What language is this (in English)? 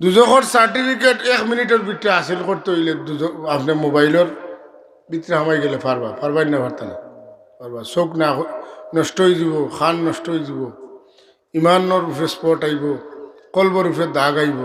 Sylheti